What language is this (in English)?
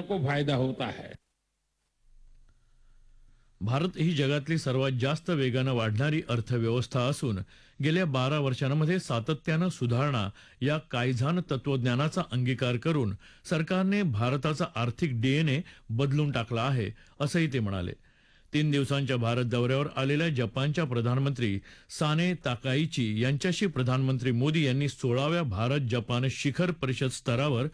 Marathi